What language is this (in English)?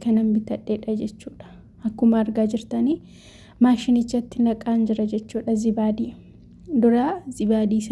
Oromo